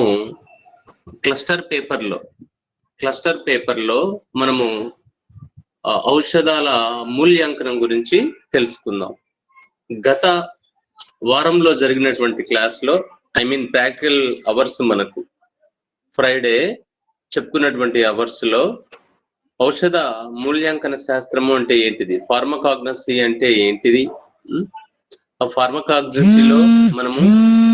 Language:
Telugu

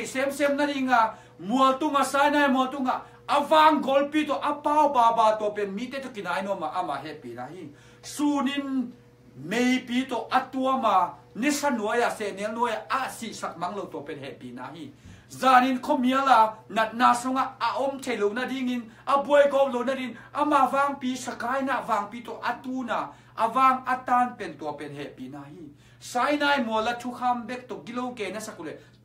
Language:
Tedim Chin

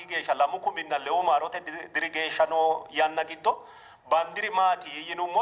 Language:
Sidamo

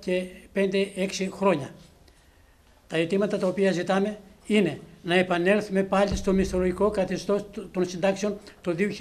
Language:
Greek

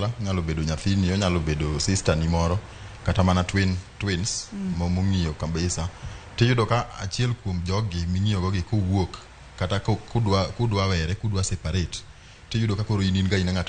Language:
Luo (Kenya and Tanzania)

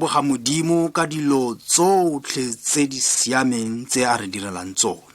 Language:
Tswana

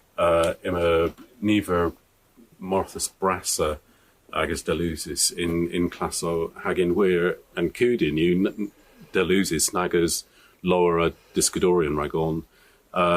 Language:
Cornish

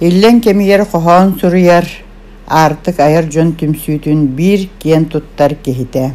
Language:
Yakut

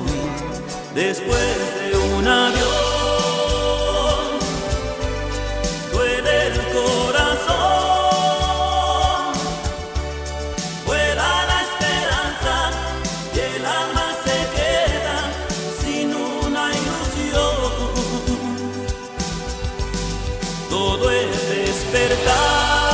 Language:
Spanish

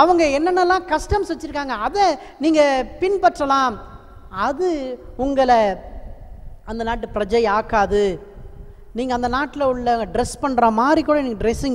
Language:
Tamil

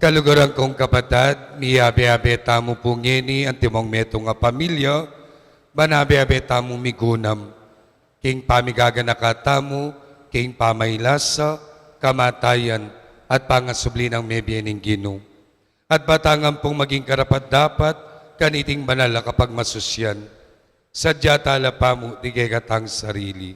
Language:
Pampanga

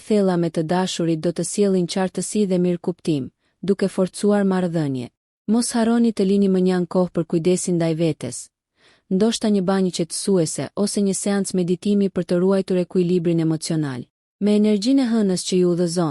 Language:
Albanian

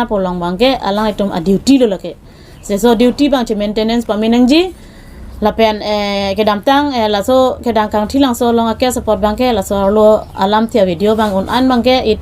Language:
Karbi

